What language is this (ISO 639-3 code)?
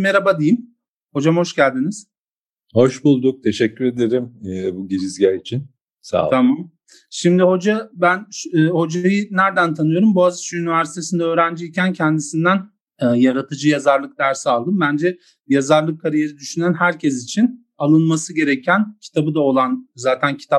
tur